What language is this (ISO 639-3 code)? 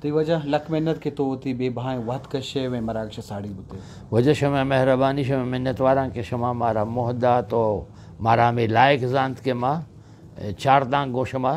bgp